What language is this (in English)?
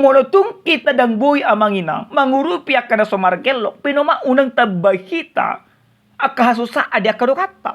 Batak Toba